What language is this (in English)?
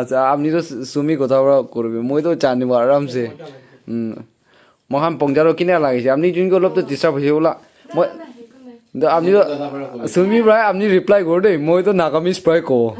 Naga Pidgin